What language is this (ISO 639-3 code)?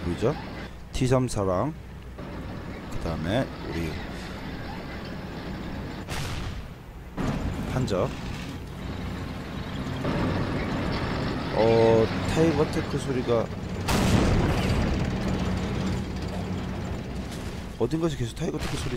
kor